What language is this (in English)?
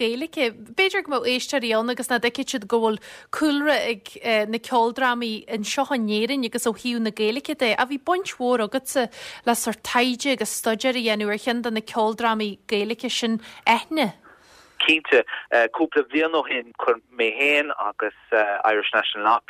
Irish